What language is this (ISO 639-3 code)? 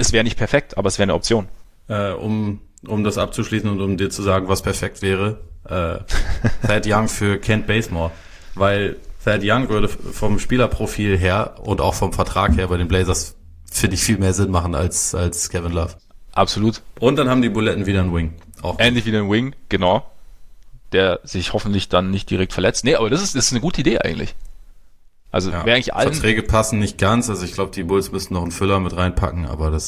deu